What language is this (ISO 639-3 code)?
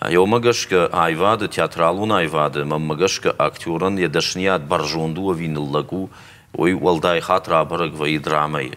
oss